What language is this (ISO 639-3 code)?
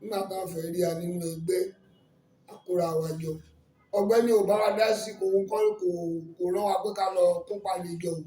yor